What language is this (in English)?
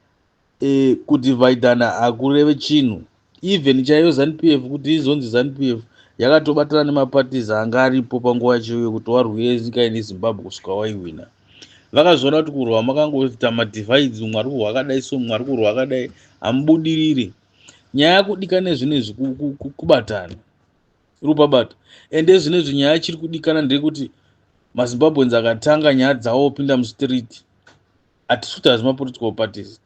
Shona